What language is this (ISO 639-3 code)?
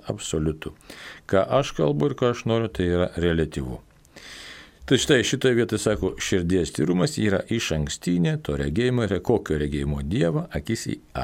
lit